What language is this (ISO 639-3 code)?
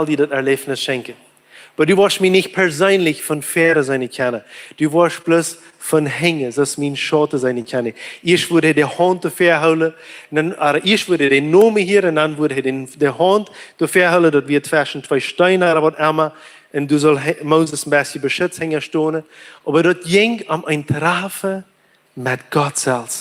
pdt